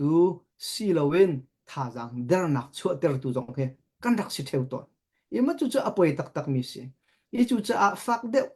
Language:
Hakha Chin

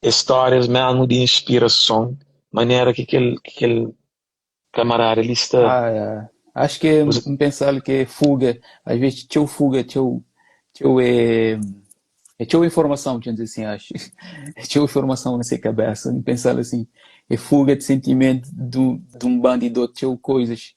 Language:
Kabuverdianu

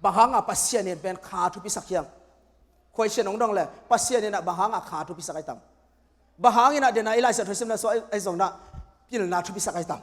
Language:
Tedim Chin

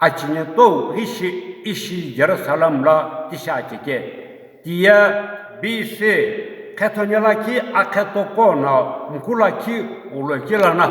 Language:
Sumi Naga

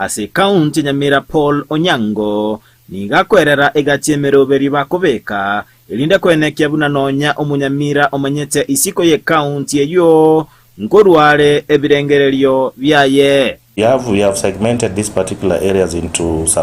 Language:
Gusii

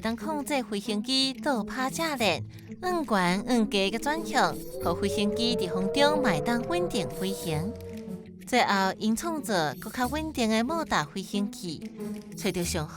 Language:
Min Nan Chinese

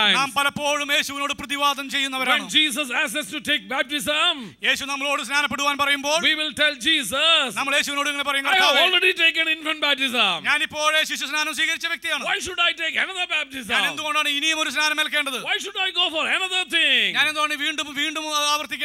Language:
Malayalam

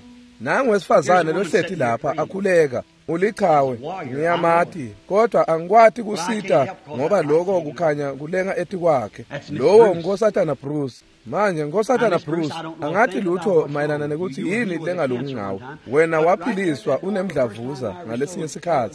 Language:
Swati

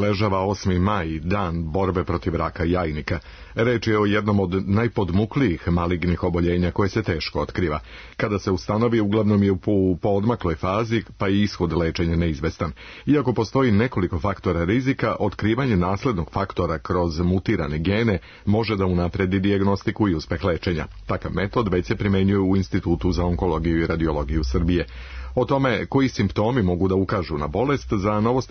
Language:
Serbian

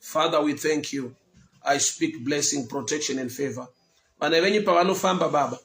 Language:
Shona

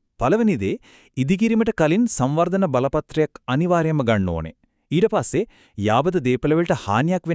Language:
Sinhala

